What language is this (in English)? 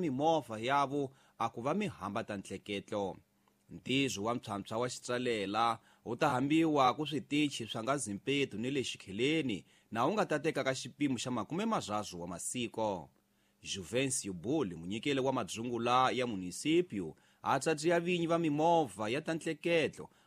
Tsonga